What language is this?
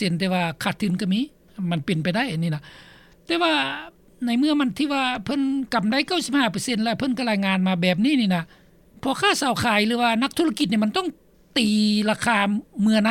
Lao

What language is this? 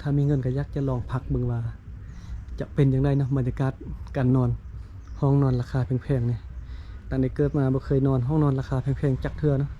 Lao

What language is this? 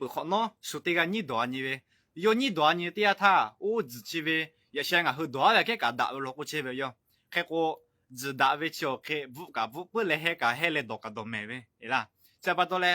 Lahu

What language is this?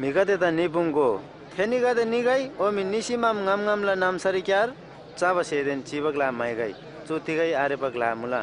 Eastern Tamang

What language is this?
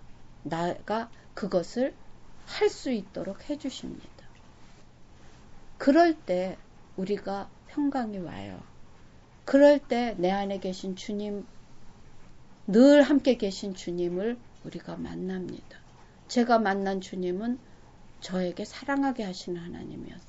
Korean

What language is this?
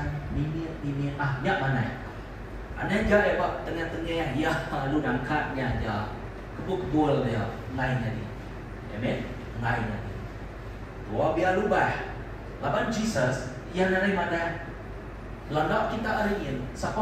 Iban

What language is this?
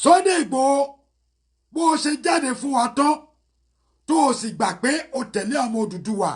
Yoruba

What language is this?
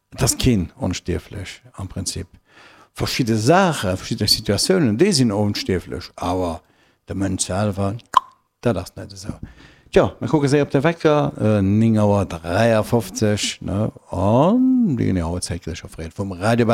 Luxembourgish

